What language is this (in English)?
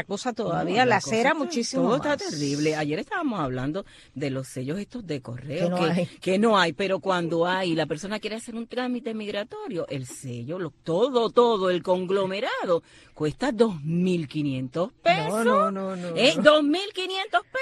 Spanish